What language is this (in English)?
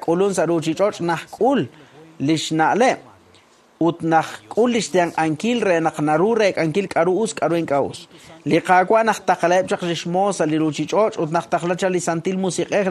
Kekchí